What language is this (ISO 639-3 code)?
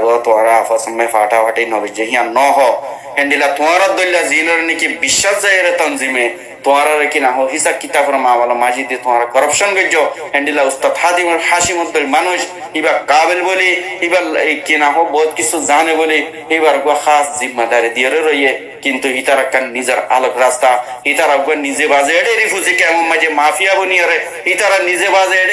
rhg